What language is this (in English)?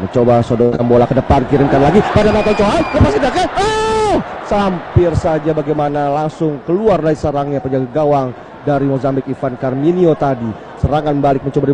Indonesian